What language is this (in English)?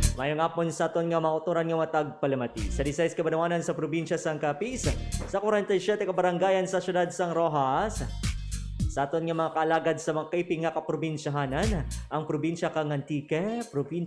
Hiligaynon